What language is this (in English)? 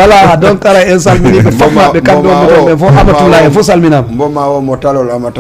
Fula